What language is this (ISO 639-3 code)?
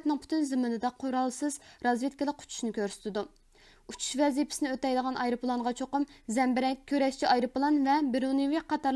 uig